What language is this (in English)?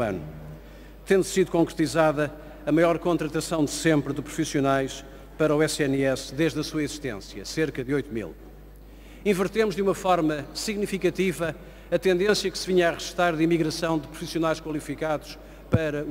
Portuguese